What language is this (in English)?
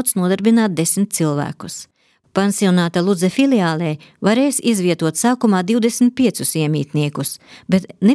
Latvian